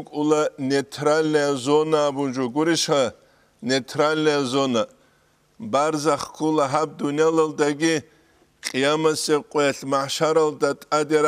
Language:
Avaric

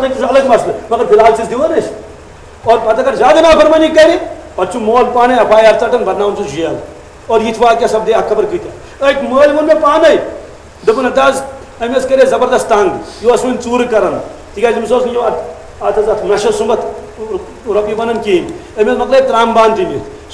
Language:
Kashmiri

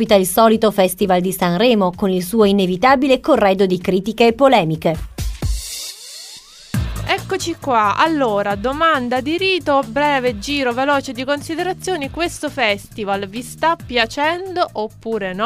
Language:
Italian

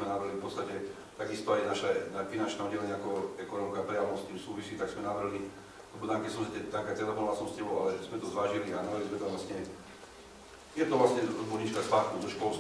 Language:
Slovak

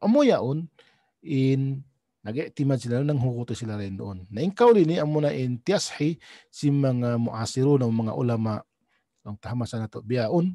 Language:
Tausug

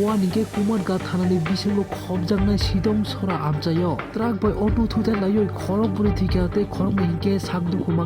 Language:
Kok Borok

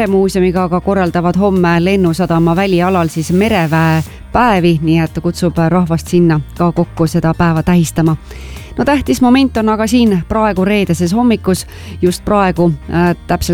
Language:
Estonian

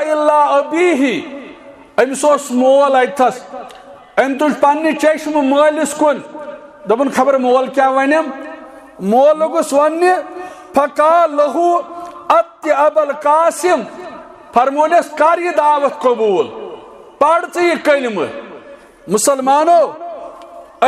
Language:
Kashmiri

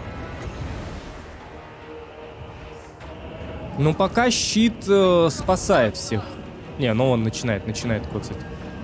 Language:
Russian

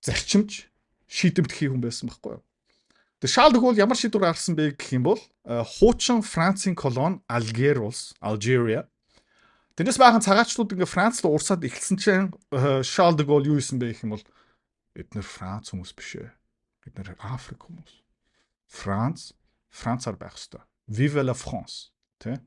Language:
Mongolian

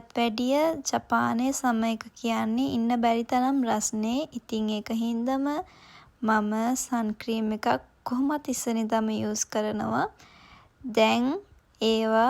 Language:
Sinhala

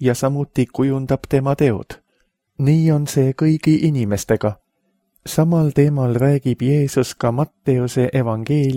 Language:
Estonian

